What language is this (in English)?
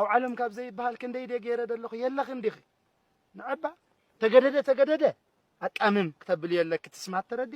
Tigrinya